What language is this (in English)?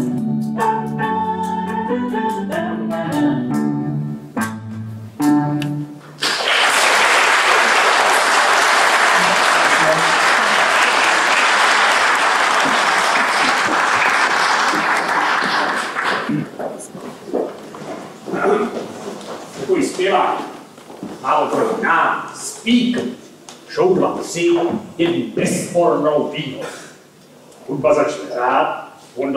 Czech